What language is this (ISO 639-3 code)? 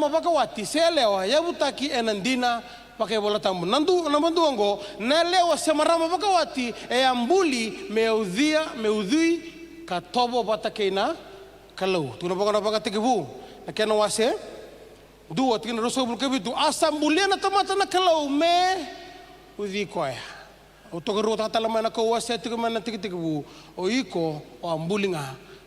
fij